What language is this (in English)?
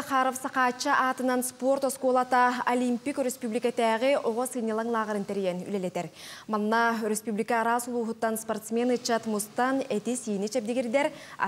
Yakut